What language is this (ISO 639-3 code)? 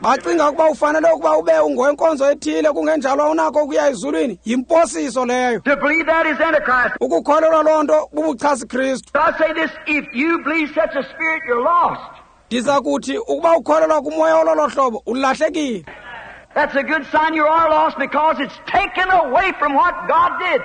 xho